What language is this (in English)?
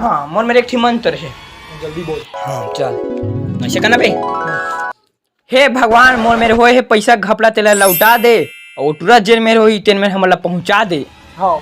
Chhattisgarhi